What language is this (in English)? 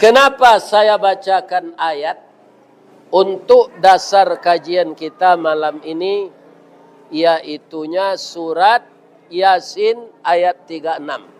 Minangkabau